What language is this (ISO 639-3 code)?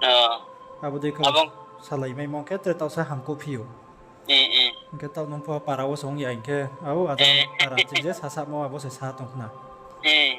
ria